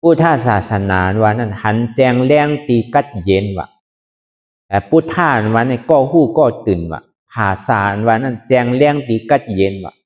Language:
Shan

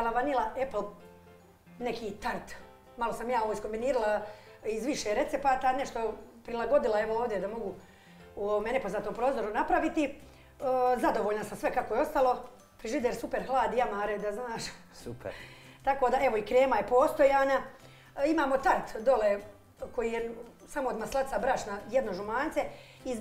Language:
Bosnian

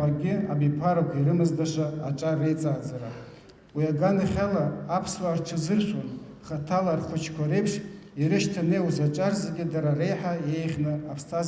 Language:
Abkhazian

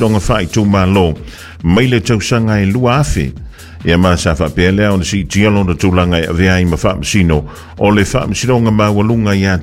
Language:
Samoan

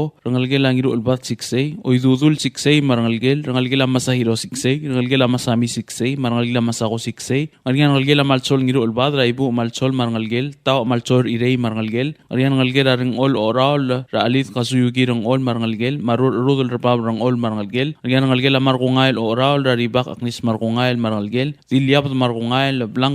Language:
Palauan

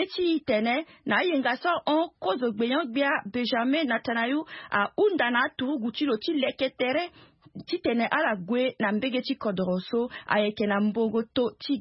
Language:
Sango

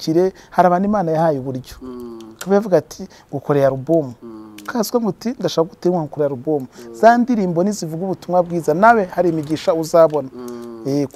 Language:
Kinyarwanda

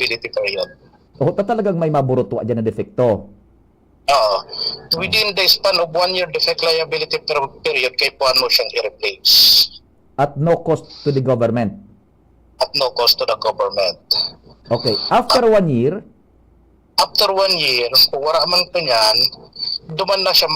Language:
Bikol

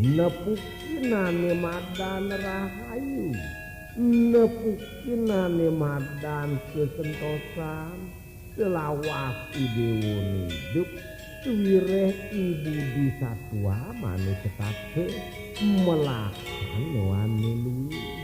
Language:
Balinese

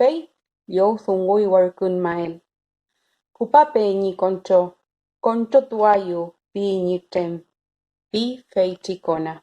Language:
Mapuche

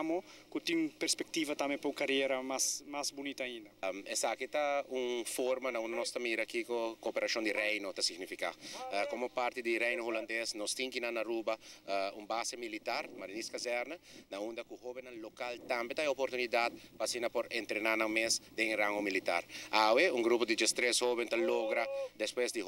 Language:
Papiamento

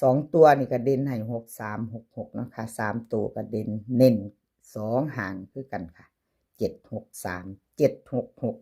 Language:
Northeastern Thai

